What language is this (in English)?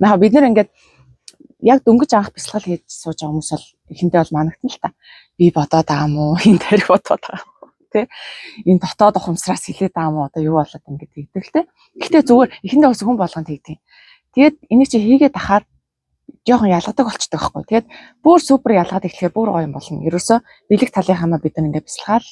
Mongolian